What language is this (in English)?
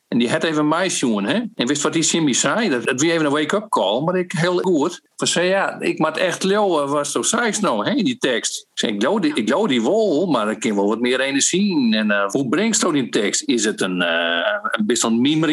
Western Frisian